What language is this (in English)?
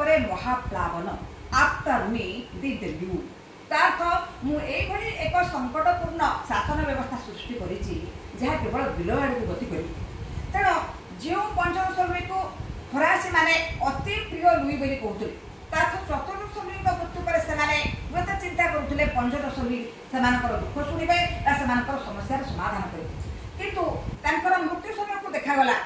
Odia